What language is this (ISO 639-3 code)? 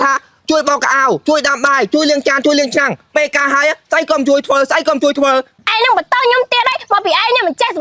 khm